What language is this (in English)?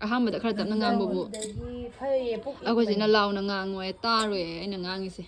Manipuri